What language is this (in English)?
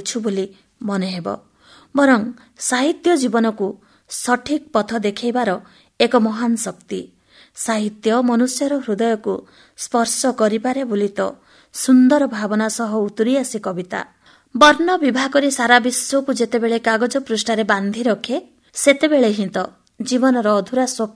Odia